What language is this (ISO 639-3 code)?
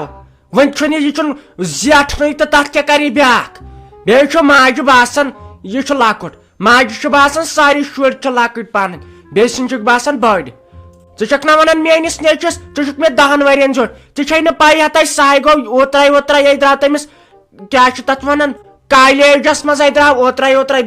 kas